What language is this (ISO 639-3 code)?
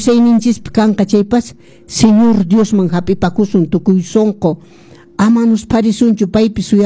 que